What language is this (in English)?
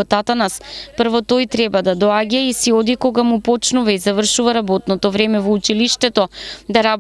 Macedonian